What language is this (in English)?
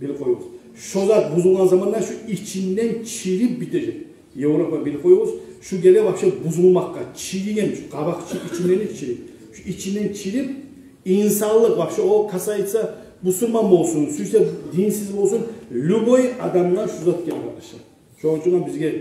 Kumyk